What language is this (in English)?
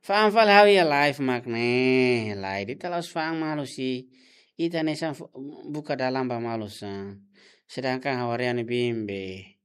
Tetum